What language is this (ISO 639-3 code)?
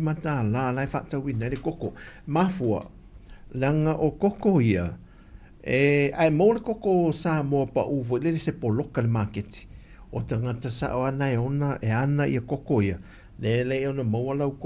smo